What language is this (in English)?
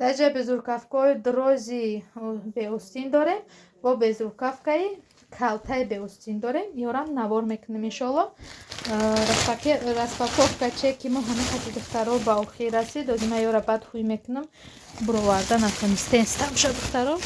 Tajik